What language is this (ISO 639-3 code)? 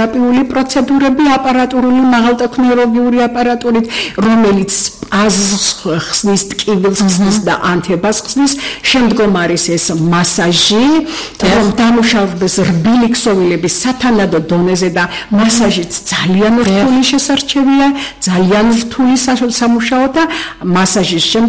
kat